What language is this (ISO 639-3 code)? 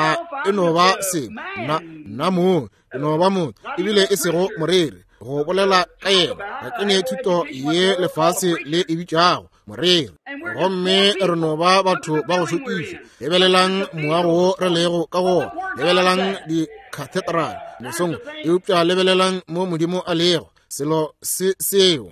nso